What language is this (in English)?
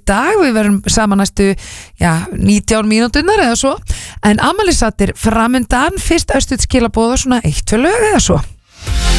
Icelandic